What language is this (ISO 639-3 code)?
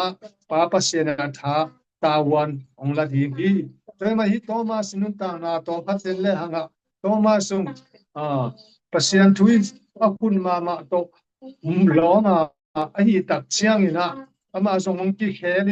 ctd